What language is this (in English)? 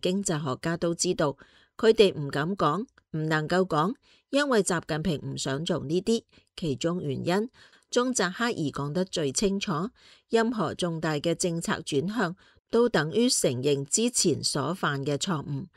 Cantonese